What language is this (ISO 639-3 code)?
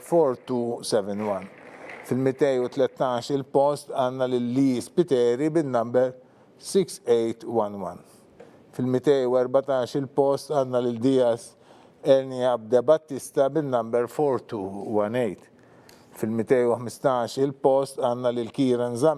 mlt